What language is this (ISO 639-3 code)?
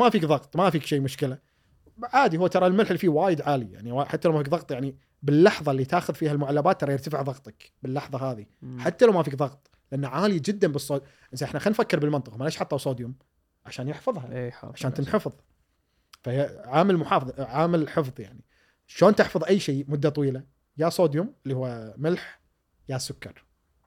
afb